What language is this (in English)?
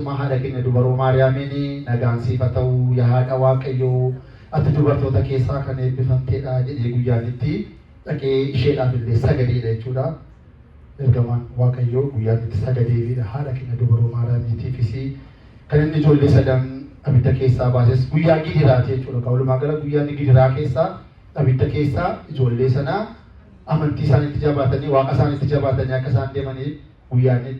Oromo